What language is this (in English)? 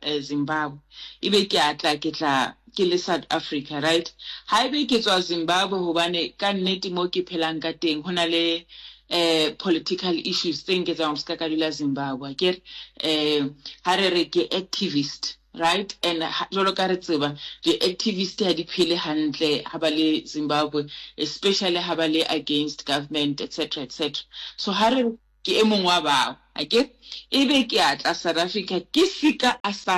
Southern Sotho